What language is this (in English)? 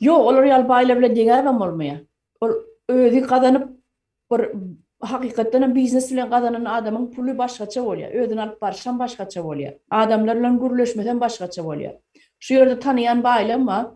Turkmen